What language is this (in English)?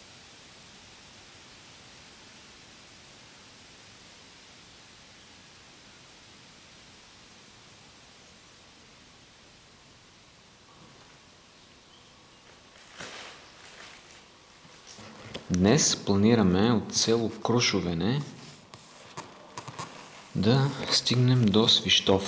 Bulgarian